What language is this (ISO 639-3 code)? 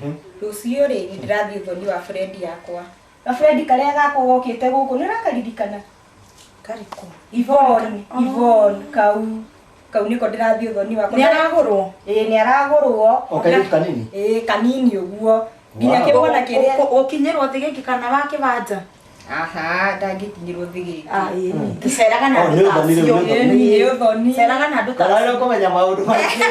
kik